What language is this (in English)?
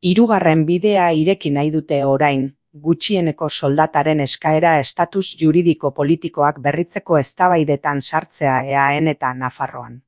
Basque